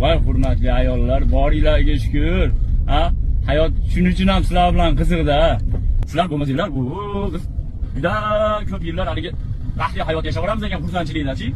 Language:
Uzbek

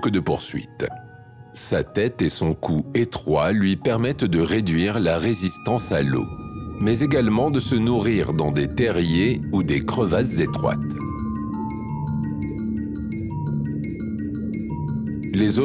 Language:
French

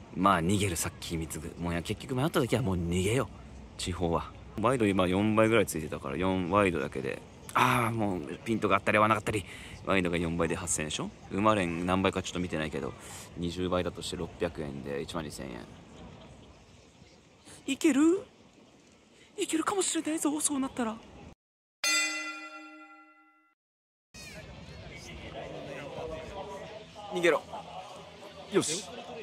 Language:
Japanese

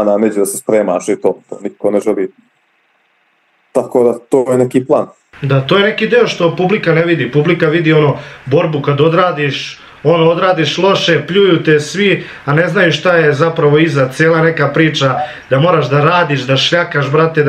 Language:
Serbian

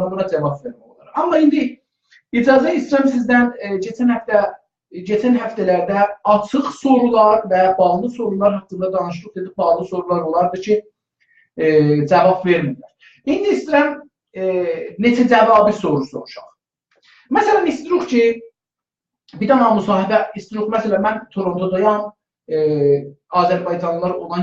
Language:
South Azerbaijani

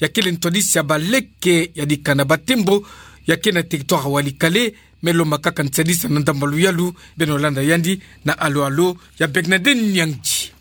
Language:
Kituba (Democratic Republic of Congo)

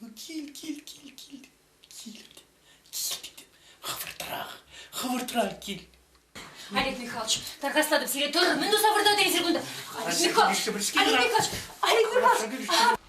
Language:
Chuvash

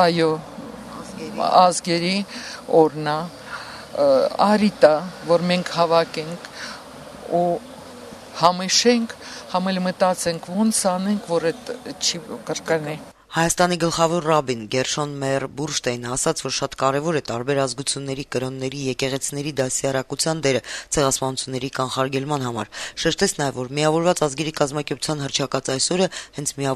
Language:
Armenian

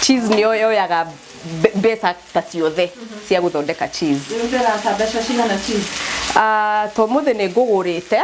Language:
Kikuyu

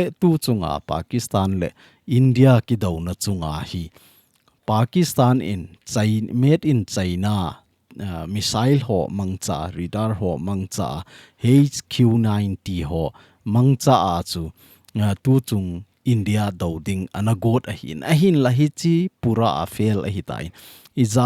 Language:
Thado Chin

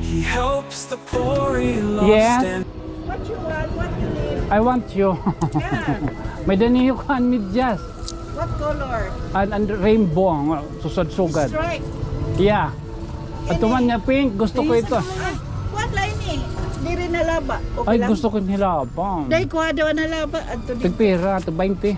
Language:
Waray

